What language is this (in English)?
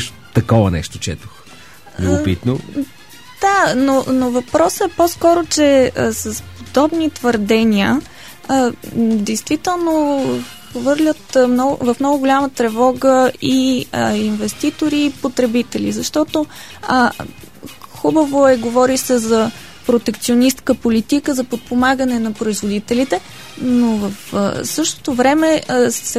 Bulgarian